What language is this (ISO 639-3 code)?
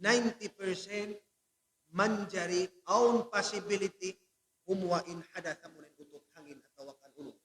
tsg